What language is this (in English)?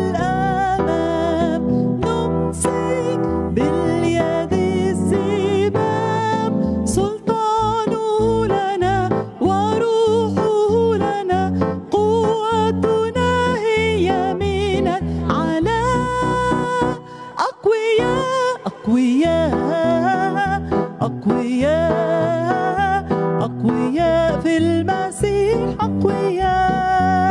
Arabic